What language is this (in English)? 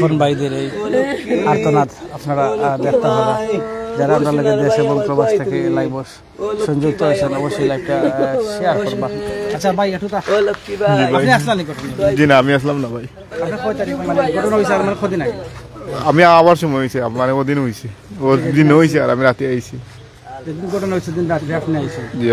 Sylheti